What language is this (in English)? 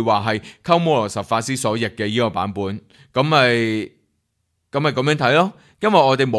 Cantonese